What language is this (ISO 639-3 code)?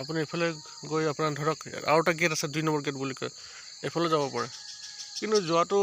asm